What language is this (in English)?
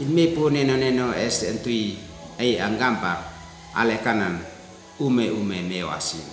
Uab Meto